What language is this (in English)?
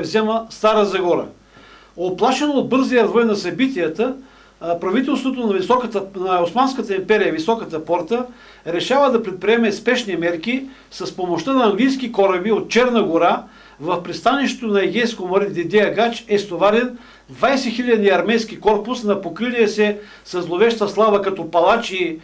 Bulgarian